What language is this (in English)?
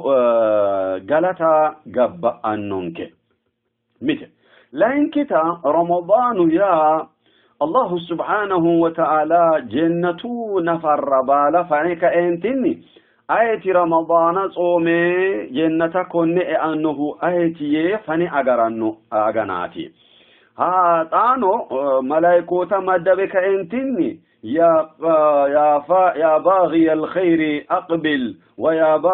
Sidamo